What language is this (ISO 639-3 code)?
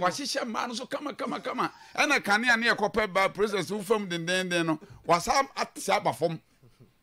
aka